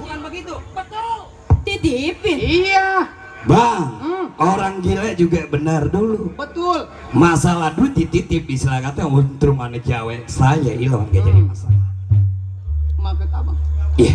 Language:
Betawi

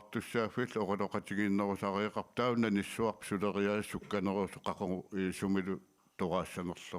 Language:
Kalaallisut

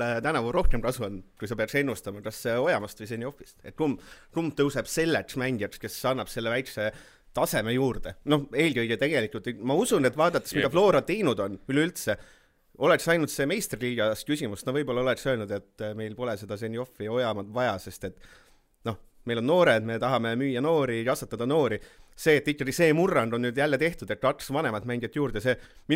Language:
Estonian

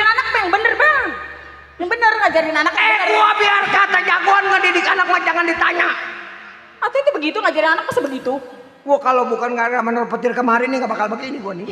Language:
Betawi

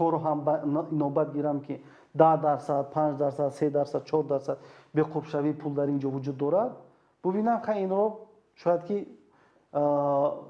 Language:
Tajik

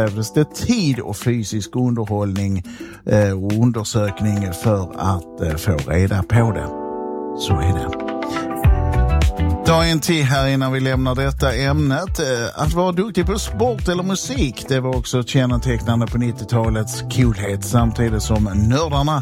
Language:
Swedish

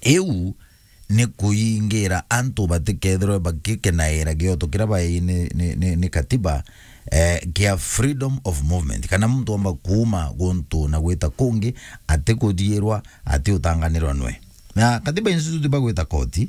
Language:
Meru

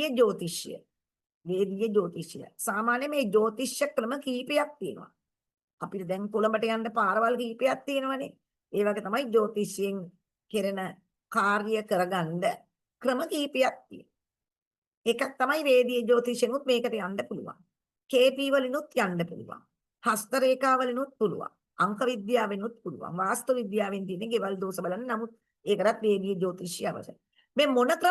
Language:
Sinhala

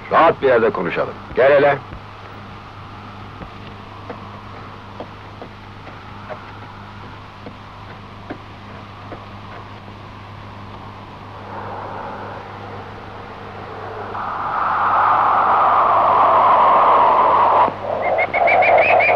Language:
Turkish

